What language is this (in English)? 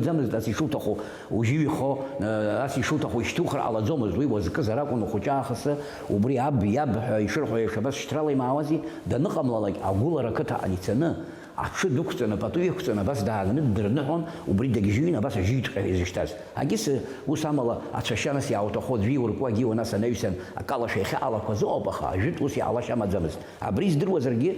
Abkhazian